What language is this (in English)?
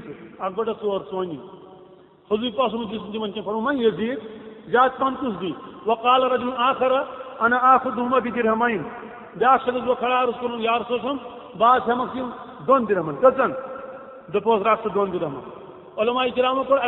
Kashmiri